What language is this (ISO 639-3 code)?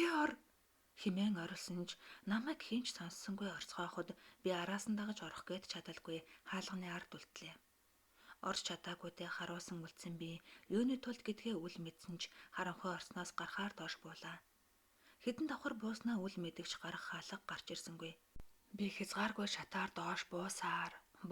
mon